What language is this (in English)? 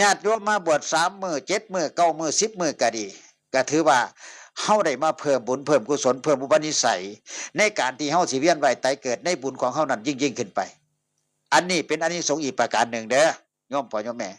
Northeastern Thai